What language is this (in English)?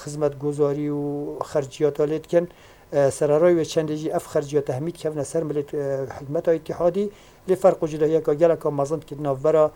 Kurdish